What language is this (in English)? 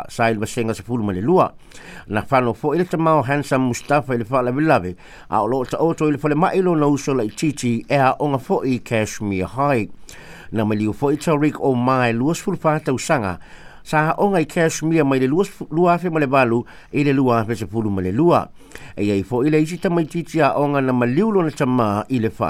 Samoan